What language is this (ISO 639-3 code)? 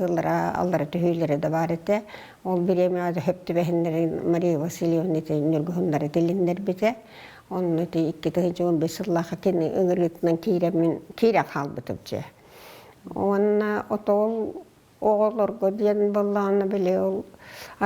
sah